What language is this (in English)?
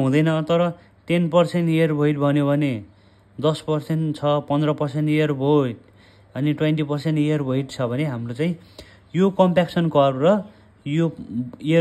Nepali